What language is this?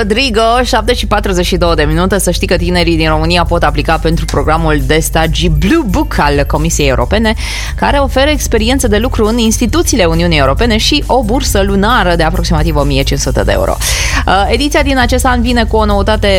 Romanian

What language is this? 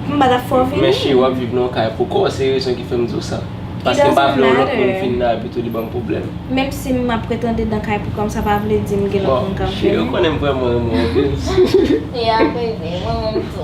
Haitian Creole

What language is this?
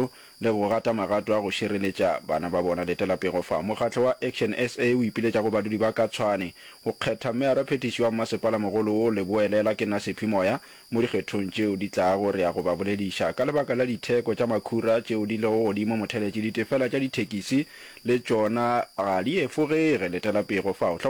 Northern Sotho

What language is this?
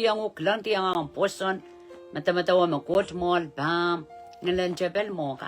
Pohnpeian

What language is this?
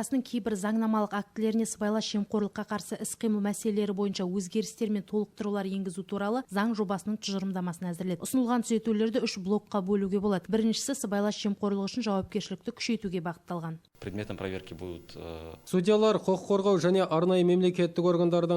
Kazakh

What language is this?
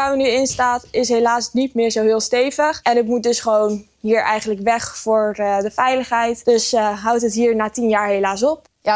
Dutch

